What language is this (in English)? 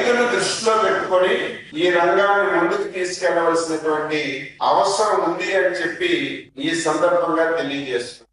Telugu